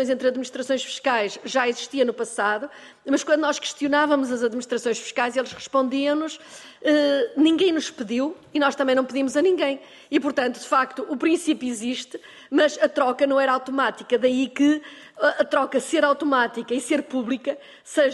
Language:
Portuguese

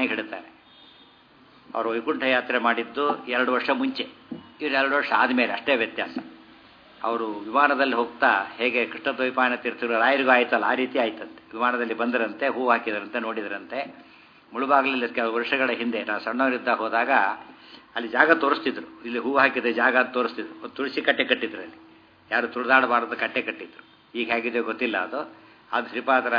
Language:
Kannada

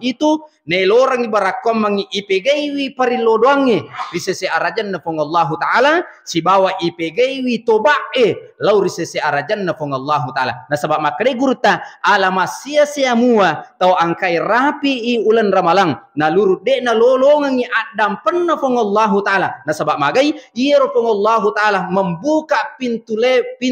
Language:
Buginese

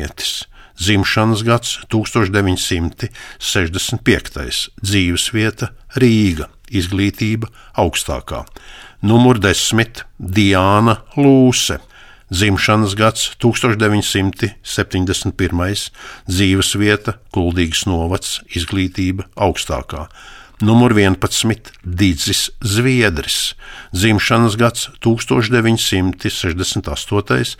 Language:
Latvian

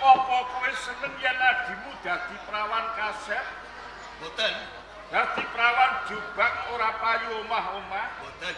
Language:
Javanese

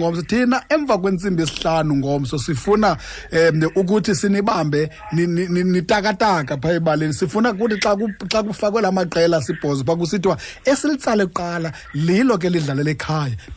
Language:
Xhosa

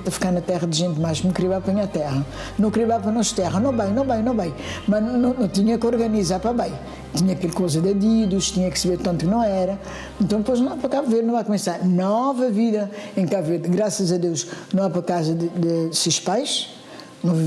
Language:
Kabuverdianu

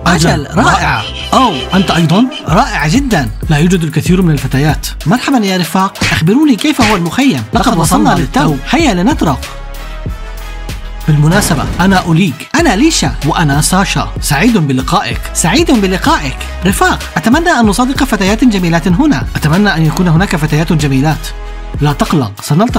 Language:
Arabic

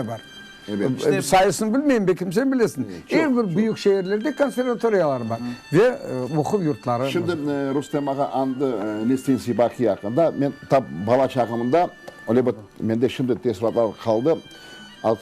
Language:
Crimean Tatar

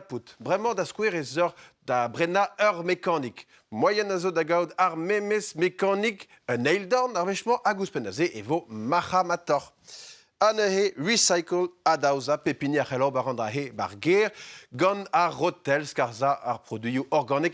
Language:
Breton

